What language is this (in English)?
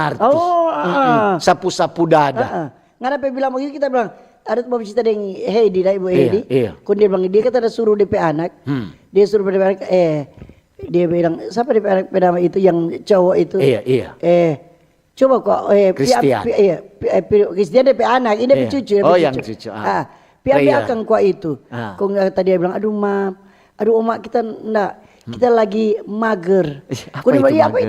Manado Malay